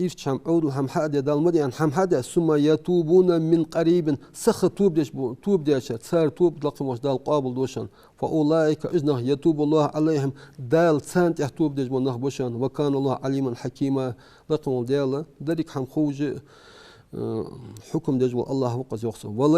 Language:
Ingush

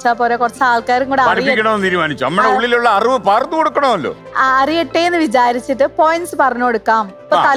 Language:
Malayalam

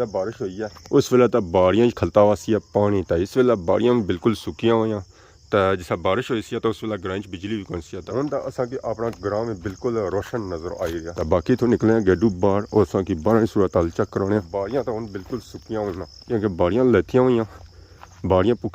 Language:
Pahari-Potwari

